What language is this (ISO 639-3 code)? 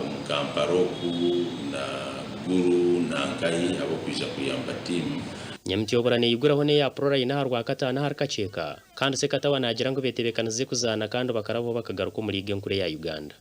nyn